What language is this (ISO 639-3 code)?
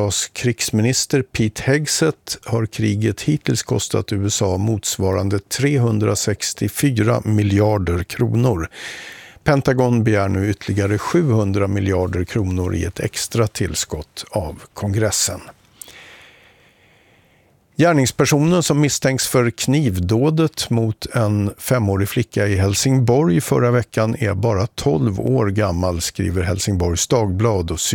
swe